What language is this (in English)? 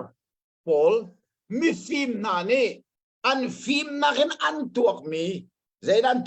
Hakha Chin